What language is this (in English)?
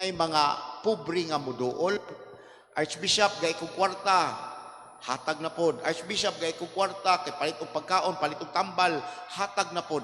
Cebuano